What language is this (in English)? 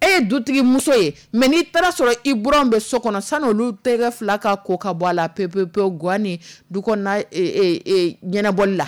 Dyula